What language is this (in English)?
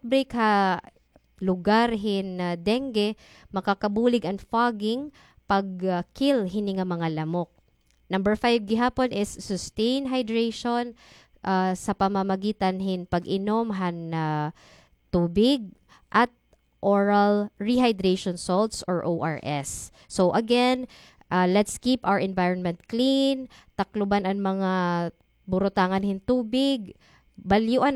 Waray